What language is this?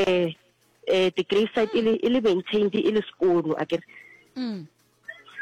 Northern Sotho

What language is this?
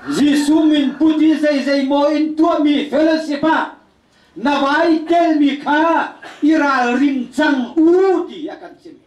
Hakha Chin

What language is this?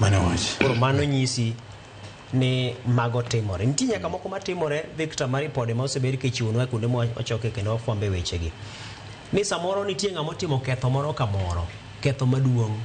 Luo (Kenya and Tanzania)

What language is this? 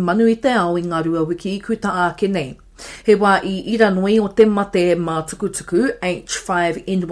Māori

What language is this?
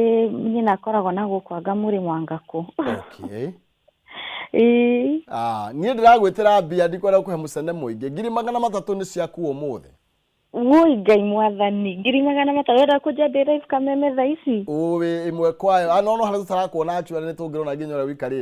Kikuyu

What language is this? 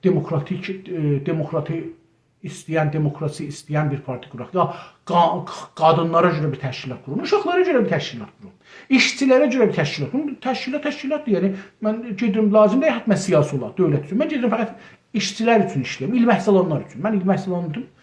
South Azerbaijani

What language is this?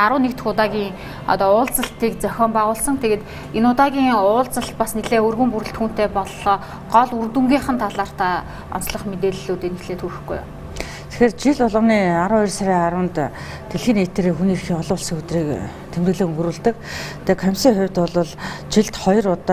Mongolian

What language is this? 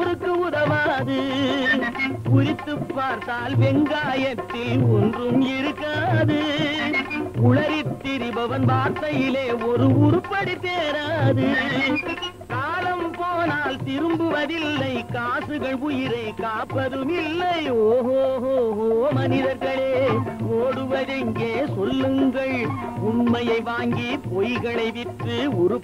Tamil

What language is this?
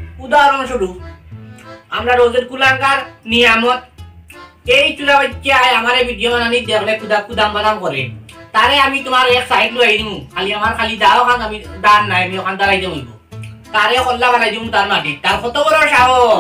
Sylheti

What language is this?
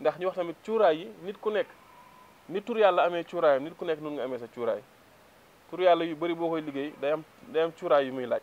Wolof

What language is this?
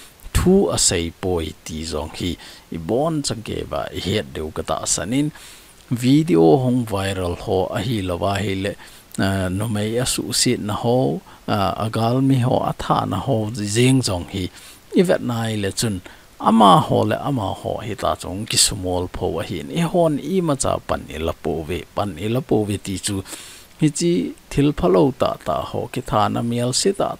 Thado Chin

